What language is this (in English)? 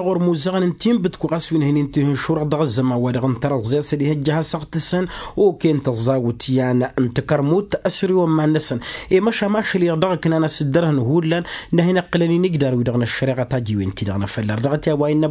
Tamasheq